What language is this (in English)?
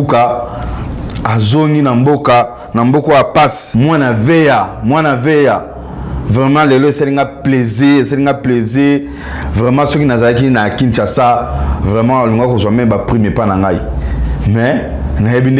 Lingala